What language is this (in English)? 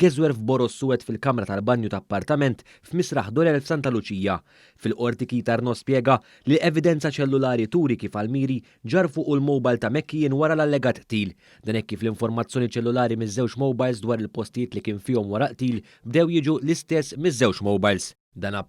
Maltese